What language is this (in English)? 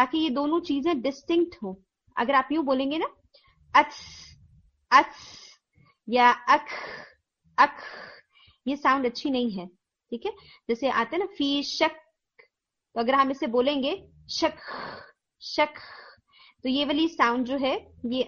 Urdu